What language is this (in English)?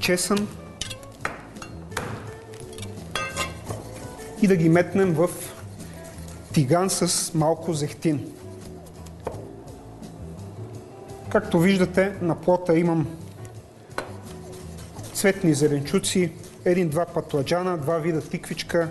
Bulgarian